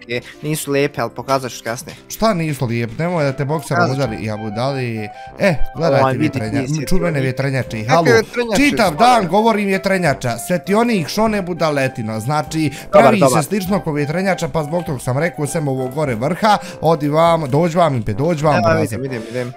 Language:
Bosnian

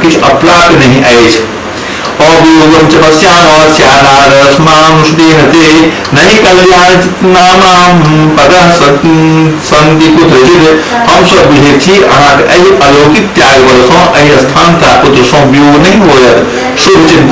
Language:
Maithili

